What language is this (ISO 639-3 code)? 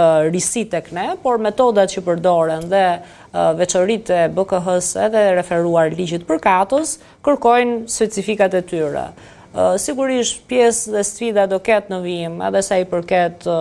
sqi